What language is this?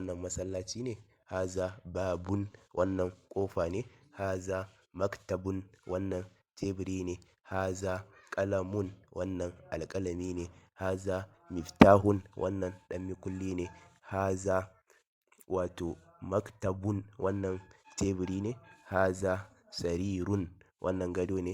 Hausa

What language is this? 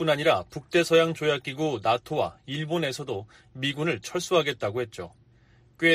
Korean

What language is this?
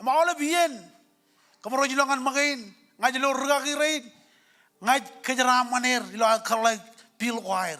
Marshallese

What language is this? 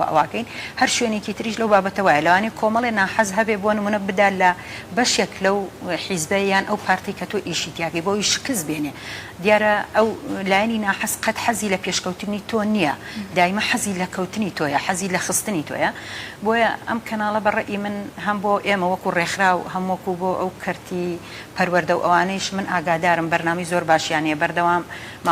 Central Kurdish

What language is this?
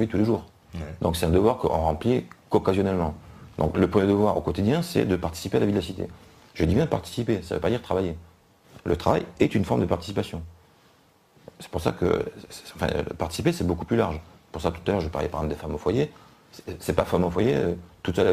French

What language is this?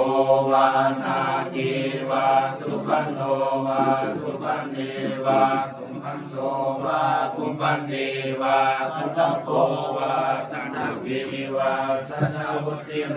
Pali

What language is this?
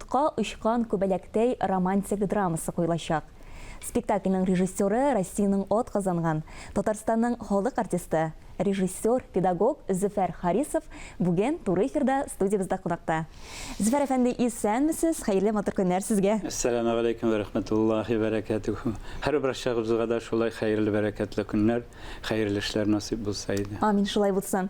Tatar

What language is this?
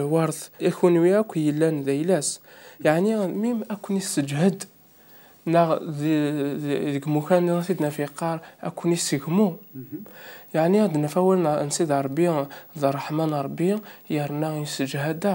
Kabyle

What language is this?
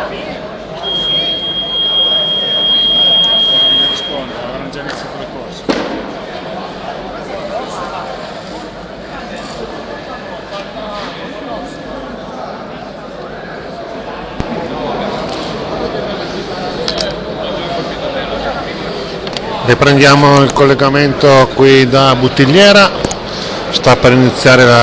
Italian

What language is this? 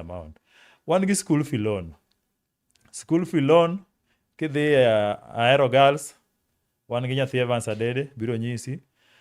Luo (Kenya and Tanzania)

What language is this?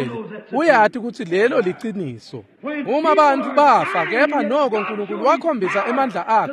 Swati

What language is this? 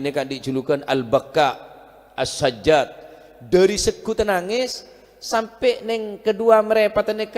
Madurese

